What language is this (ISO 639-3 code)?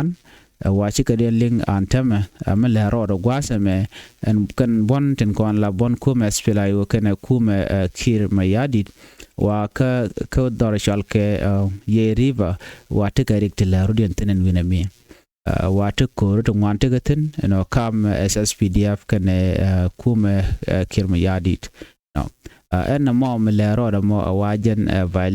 nus